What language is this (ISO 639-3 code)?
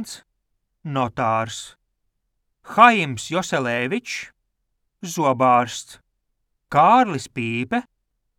lav